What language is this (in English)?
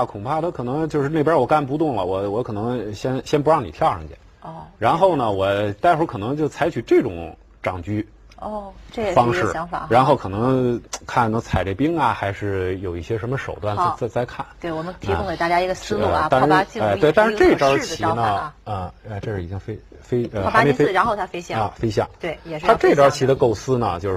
Chinese